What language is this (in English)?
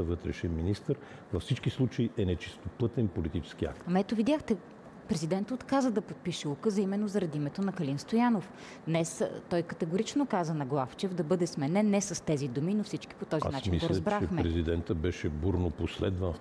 Bulgarian